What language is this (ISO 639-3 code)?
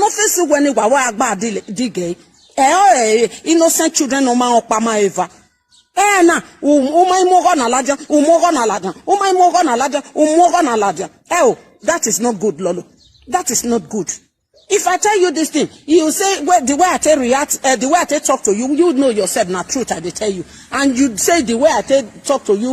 pcm